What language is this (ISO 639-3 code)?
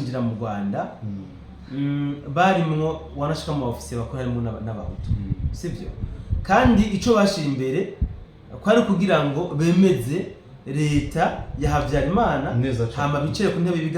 run